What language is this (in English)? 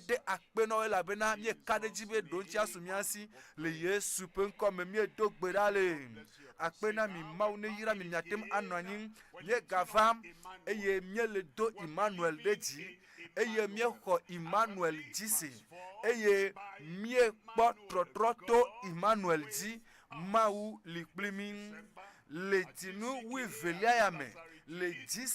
Ewe